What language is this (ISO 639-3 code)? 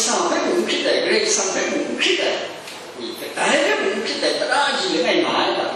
kac